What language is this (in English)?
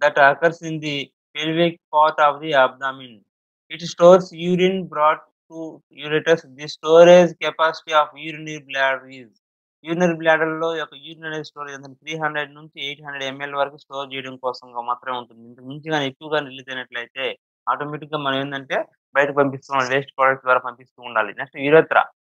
Telugu